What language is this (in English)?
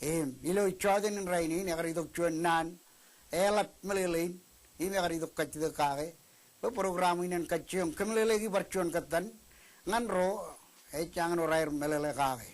Marshallese